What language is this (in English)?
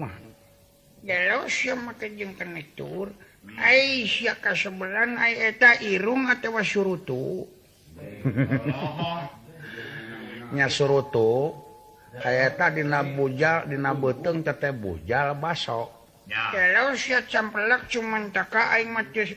Sundanese